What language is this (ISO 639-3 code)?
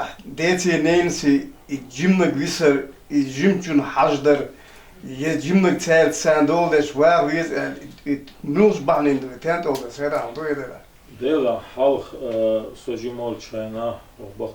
che